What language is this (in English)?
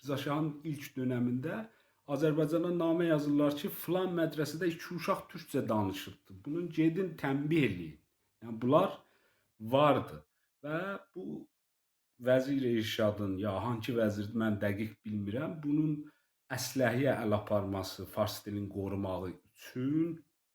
South Azerbaijani